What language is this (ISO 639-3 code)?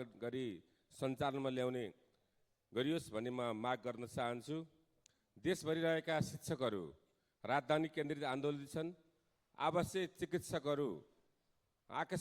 nep